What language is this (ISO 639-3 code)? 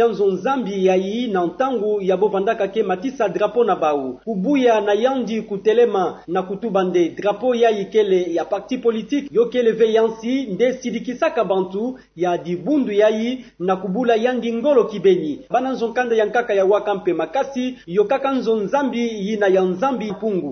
ktu